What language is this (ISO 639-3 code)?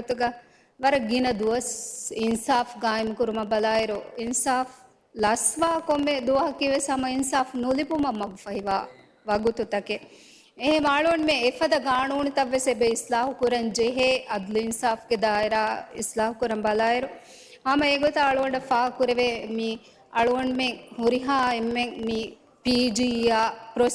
div